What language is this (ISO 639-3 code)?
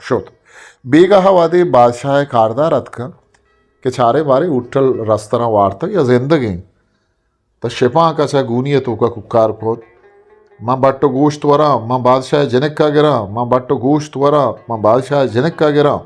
bgp